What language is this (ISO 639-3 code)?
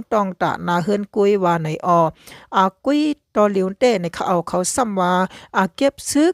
shn